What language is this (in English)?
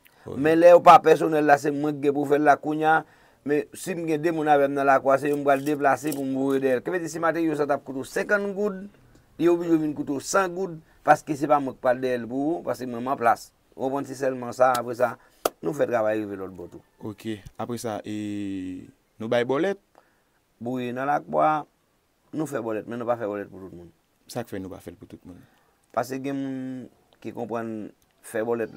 Haitian Creole